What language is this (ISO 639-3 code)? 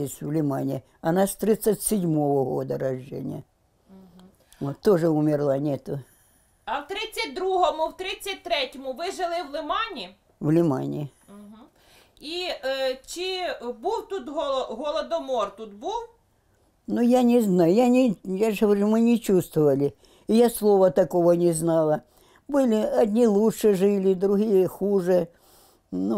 rus